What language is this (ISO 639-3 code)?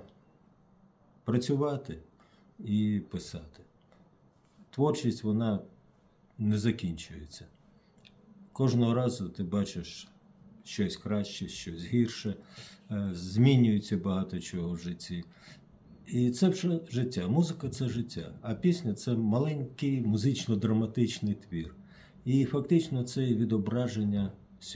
ukr